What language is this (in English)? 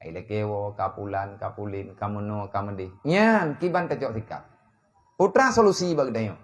Achinese